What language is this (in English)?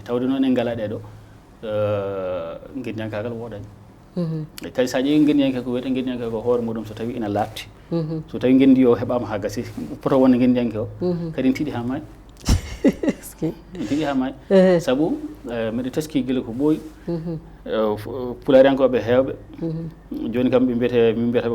Fula